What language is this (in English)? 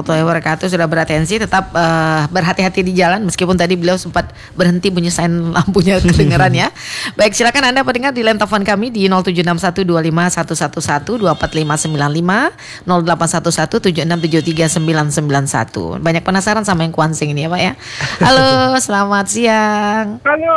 Indonesian